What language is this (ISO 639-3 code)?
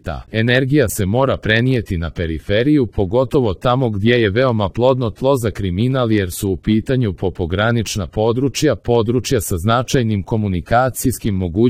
srp